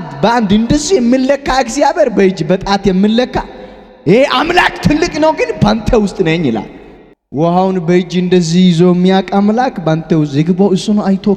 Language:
Amharic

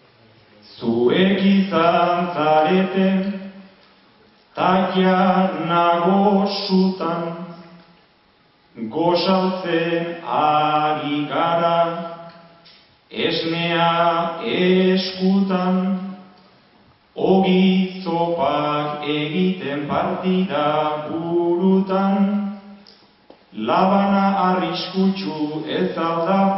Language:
Basque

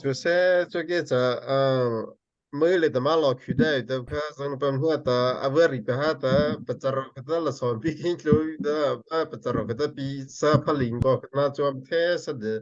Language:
Hakha Chin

